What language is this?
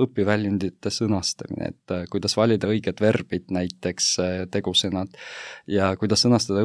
Estonian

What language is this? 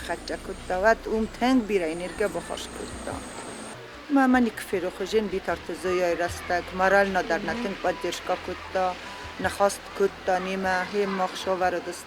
Ossetic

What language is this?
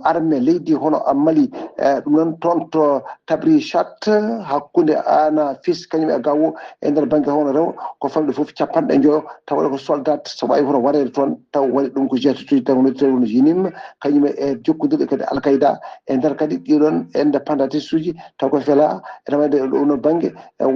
Fula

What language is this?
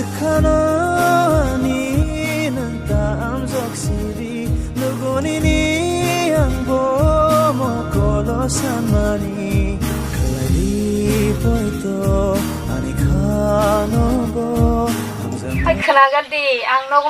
Kok Borok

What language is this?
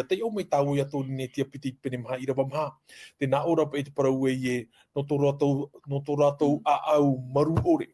Tahitian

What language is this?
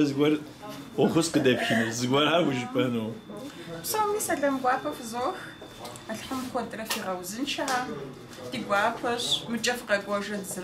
Kabardian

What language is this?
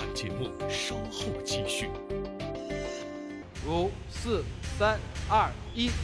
Chinese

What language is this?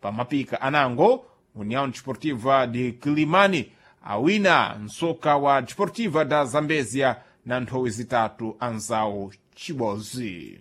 Sena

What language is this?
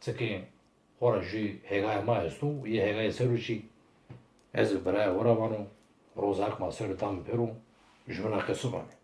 Zaza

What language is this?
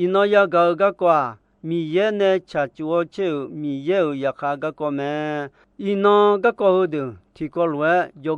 Akha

